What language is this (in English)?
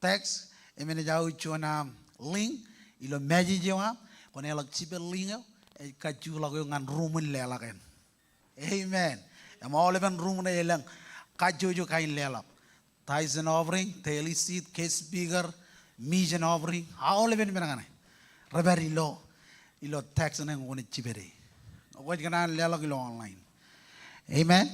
Marshallese